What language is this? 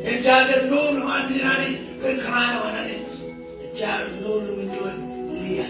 Marshallese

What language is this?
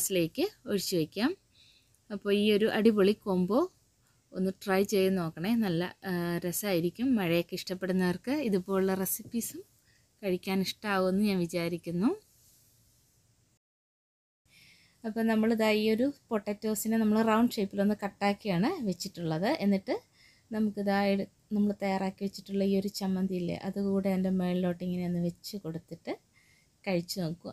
Malayalam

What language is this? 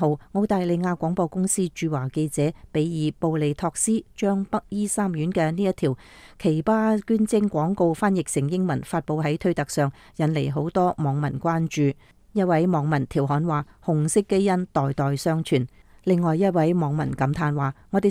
Cantonese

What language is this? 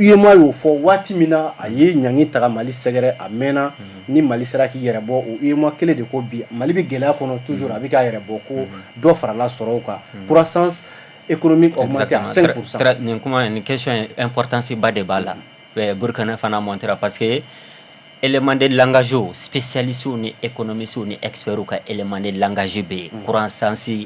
Bambara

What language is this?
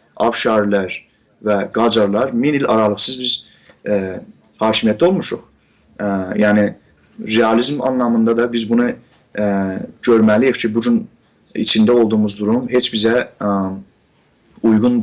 South Azerbaijani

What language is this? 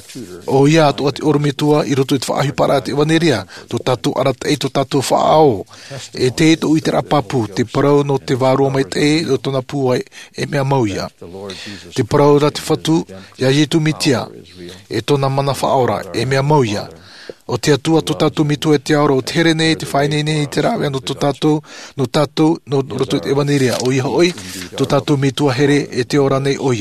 Tahitian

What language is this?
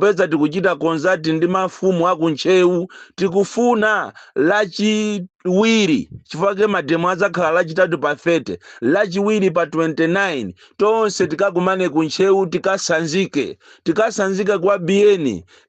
Nyanja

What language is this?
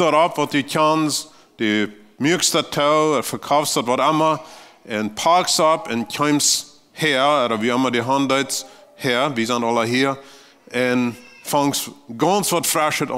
Plautdietsch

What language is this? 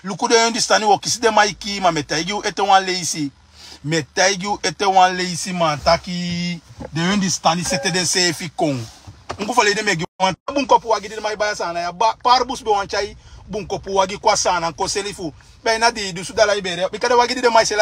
Sranan Tongo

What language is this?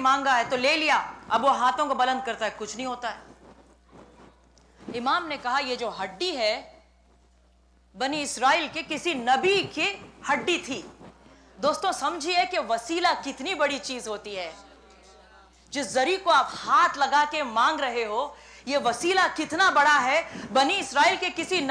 Urdu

